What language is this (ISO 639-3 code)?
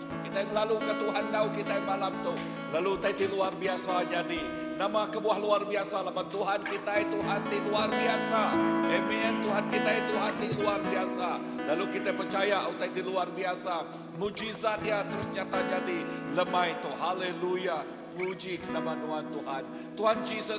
iba